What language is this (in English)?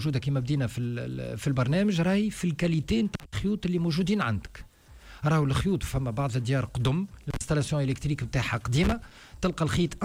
Tunisian Arabic